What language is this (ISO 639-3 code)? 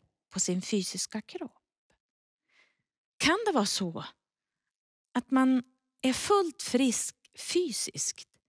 swe